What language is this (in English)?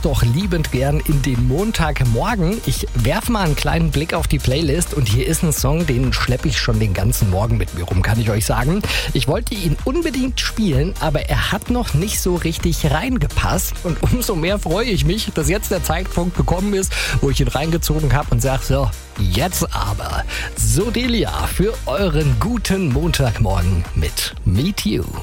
German